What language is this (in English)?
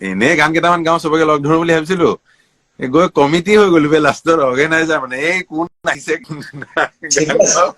Assamese